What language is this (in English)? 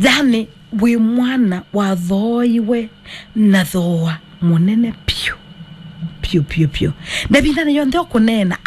Kamba